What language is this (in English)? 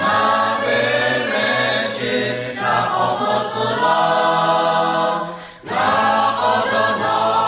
Lahu